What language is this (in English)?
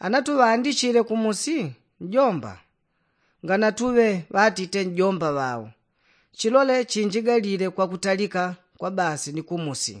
Yao